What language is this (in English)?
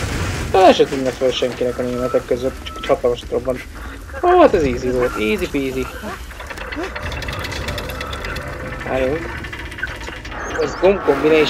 Hungarian